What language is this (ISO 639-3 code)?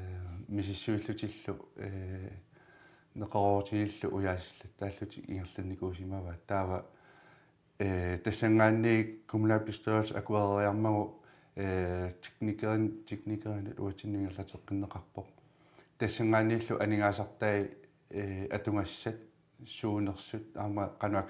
kal